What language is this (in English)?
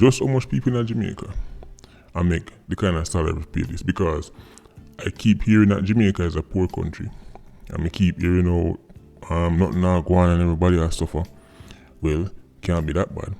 Jamaican Creole English